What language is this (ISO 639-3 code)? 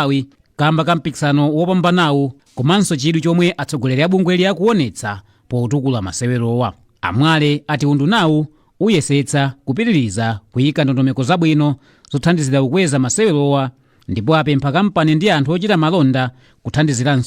nya